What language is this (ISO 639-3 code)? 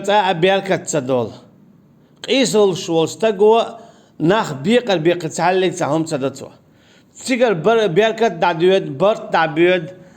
che